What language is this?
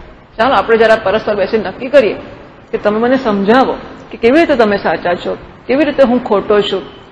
Gujarati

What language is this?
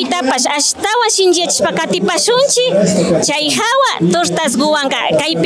Imbabura Highland Quichua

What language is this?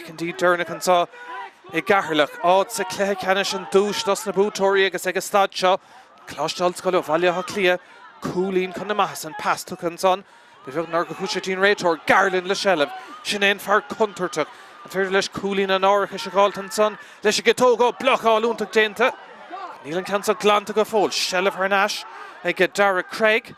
Irish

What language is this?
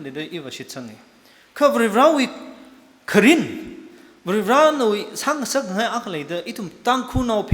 Tangkhul Naga (India)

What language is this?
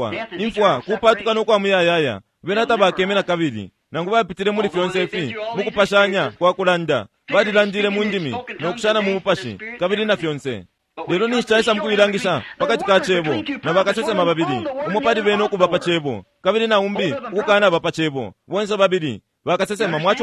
Bemba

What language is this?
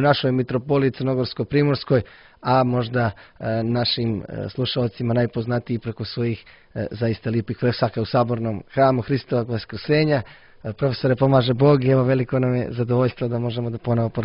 Serbian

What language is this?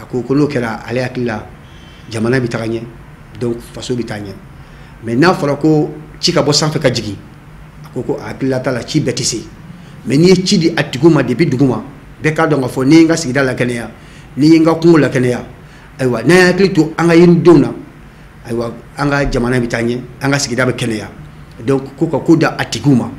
Bambara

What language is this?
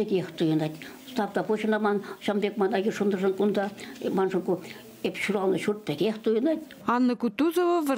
Chuvash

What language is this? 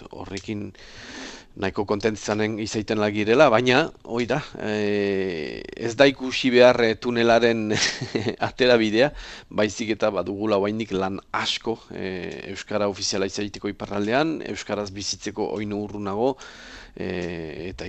Basque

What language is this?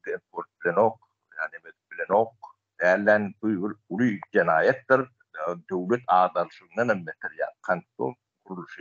Turkmen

